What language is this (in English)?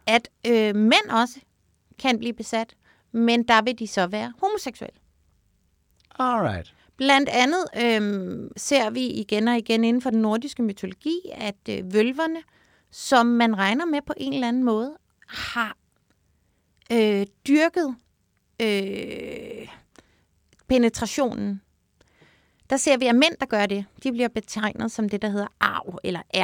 Danish